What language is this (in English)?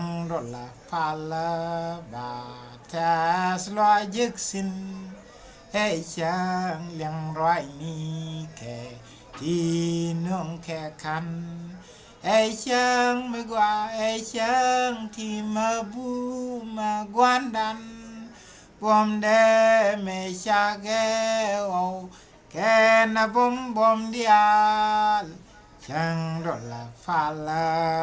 Nuer